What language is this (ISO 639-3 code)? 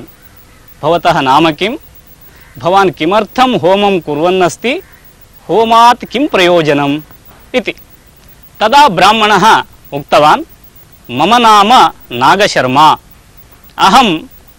san